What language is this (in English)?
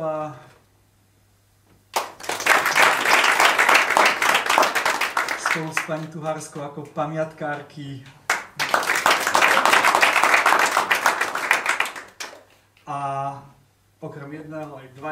Slovak